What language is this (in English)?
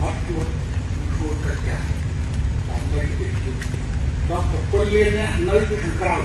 Khmer